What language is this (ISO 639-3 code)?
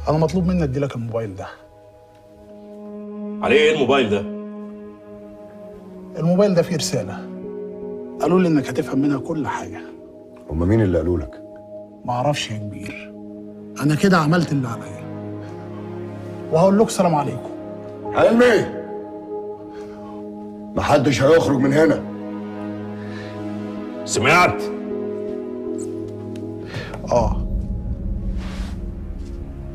arz